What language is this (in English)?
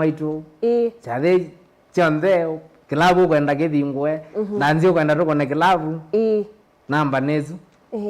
Kamba